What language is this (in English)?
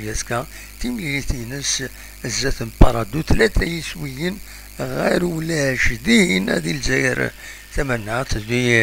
Kabyle